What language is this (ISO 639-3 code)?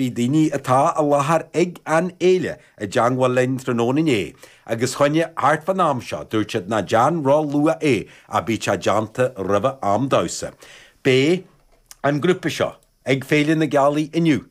gle